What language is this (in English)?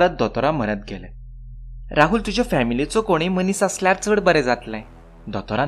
Konkani